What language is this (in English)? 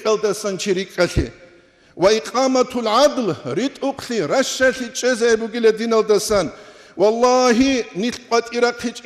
Avaric